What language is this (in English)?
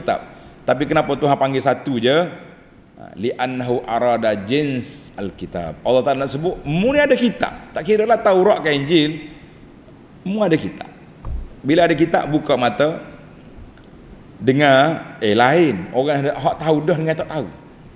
Malay